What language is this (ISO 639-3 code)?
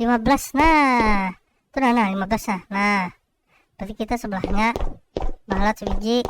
bjn